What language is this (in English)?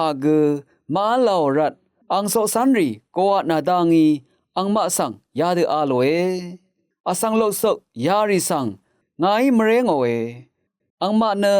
Rawang